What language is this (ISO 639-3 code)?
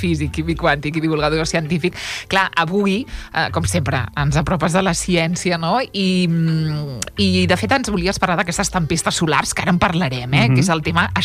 cat